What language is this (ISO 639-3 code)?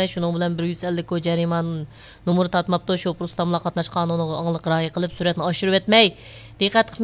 uig